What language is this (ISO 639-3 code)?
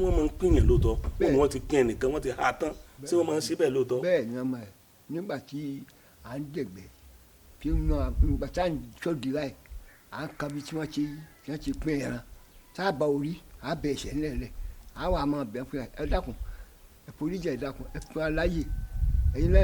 yor